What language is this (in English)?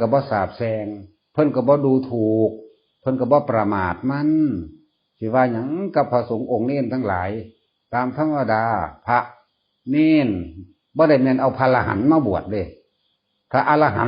Northeastern Thai